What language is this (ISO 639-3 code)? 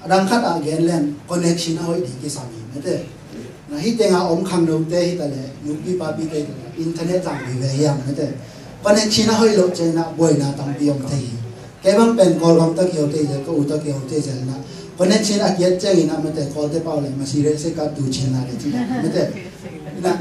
ctd